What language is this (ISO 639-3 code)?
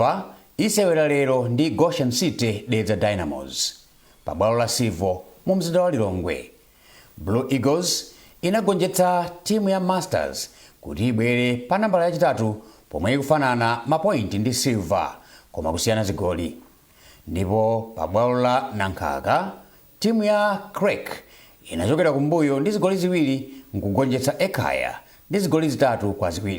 nya